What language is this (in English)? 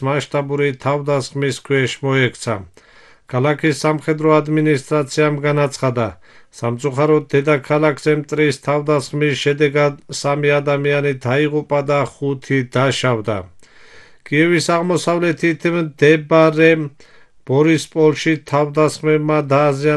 Georgian